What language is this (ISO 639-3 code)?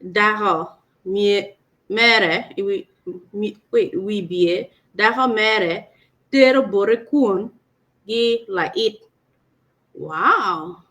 ach